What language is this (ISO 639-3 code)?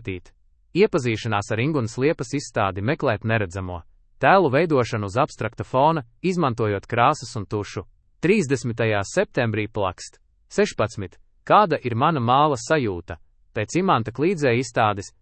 lav